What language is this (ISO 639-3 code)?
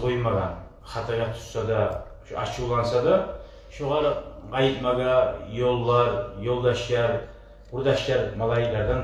kum